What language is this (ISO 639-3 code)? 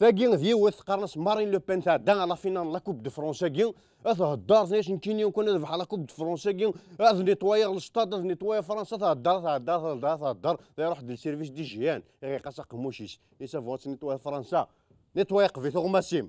kab